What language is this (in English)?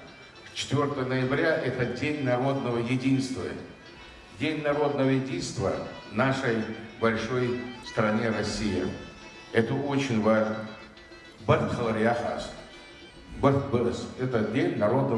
Ingush